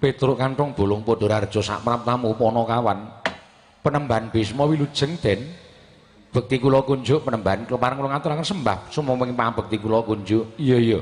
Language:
Javanese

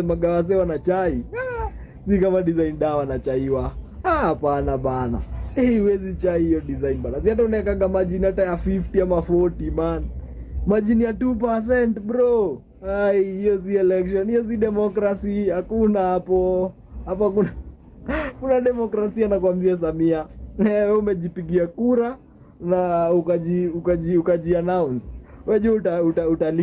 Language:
Swahili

